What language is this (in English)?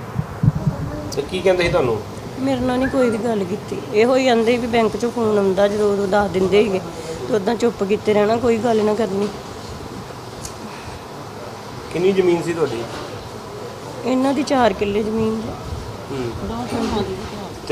Punjabi